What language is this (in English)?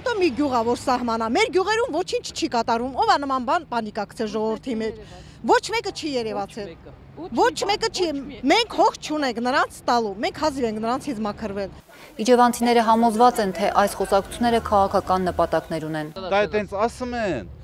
Armenian